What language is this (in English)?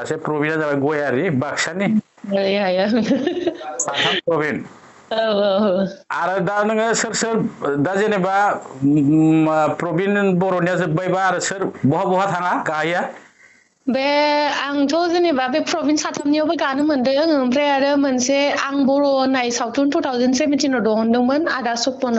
Bodo